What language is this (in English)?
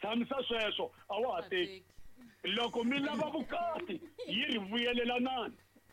Tsonga